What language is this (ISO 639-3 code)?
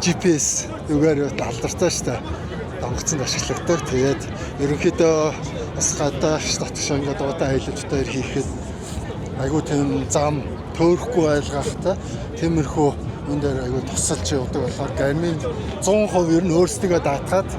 mon